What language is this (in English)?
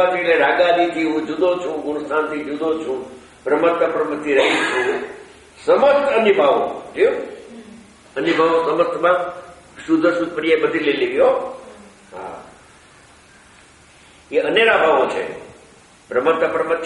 Gujarati